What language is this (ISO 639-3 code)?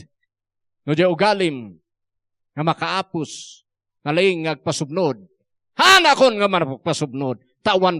ilo